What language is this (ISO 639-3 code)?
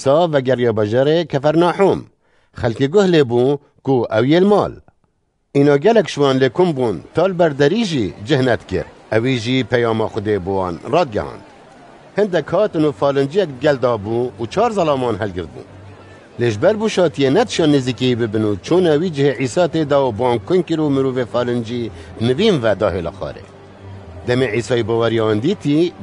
kur